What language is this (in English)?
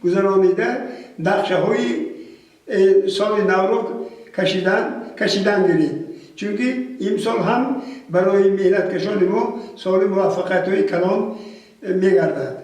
Tajik